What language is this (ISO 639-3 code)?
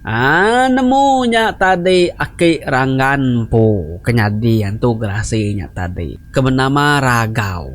iba